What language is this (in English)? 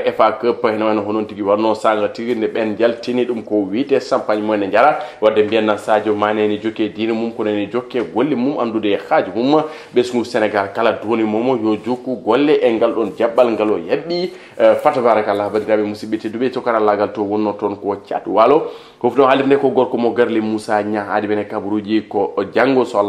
Fula